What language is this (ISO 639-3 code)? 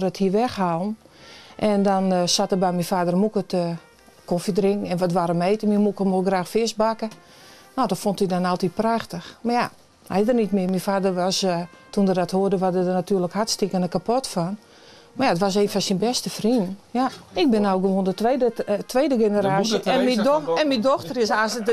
fry